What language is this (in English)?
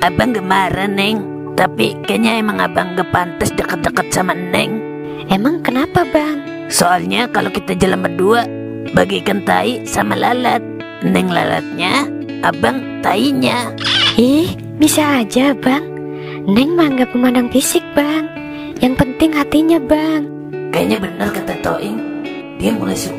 Betawi